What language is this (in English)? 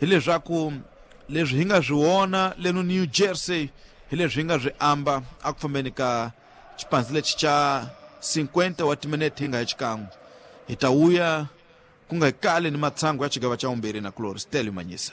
Tsonga